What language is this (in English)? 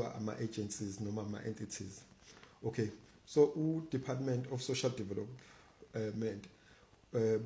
Zulu